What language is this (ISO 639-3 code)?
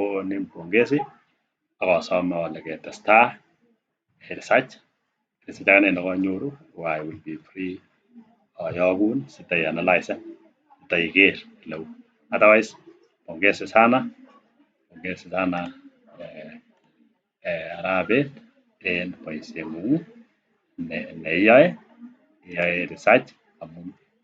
kln